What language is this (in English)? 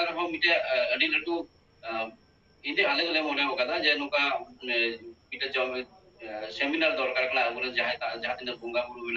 Santali